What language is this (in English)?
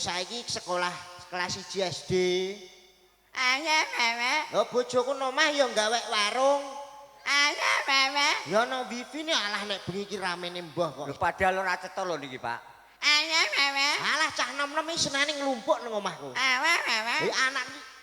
Javanese